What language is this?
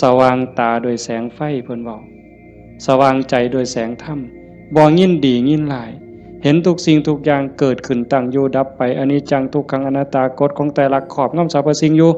Northeastern Thai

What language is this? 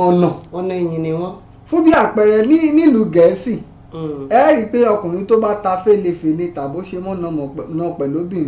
Yoruba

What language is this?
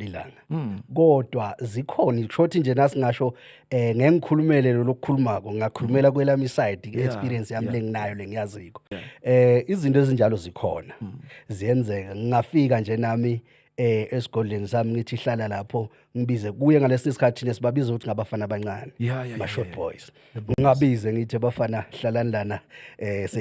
Zulu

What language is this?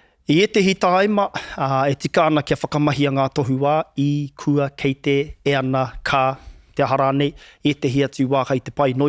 Māori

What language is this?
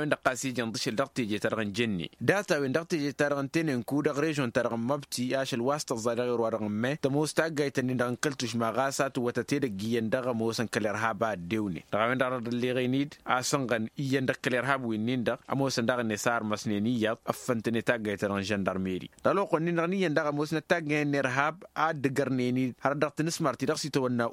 Tamasheq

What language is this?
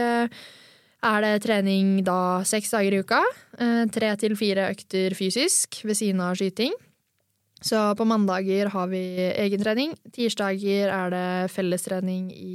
Norwegian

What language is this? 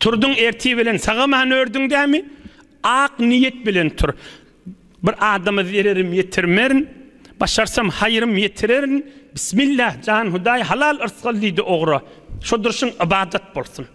Turkmen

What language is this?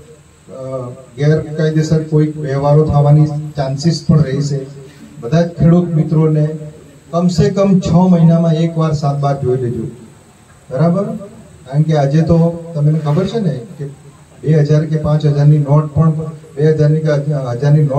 Gujarati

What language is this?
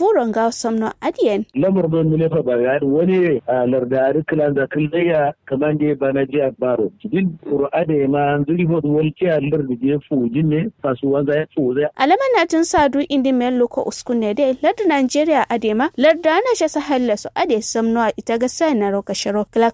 Kanuri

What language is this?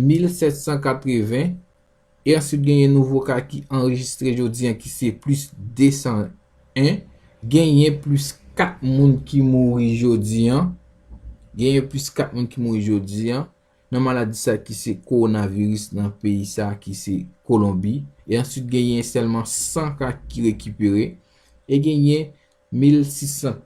Haitian Creole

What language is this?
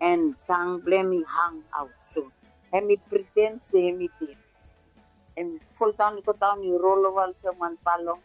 Bislama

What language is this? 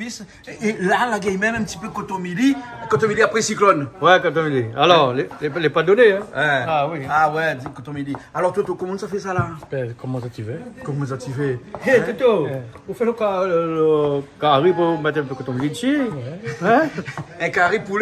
Réunion Creole French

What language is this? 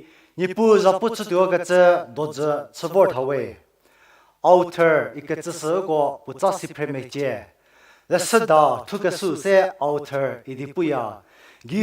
Angami Naga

